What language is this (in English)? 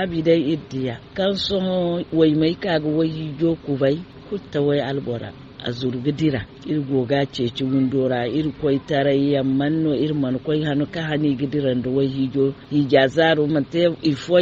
Zarma